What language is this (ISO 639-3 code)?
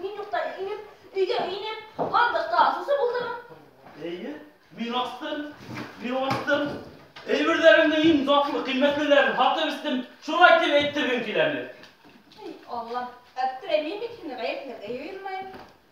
bak